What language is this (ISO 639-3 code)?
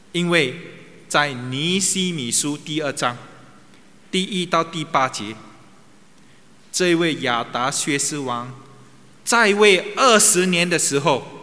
zho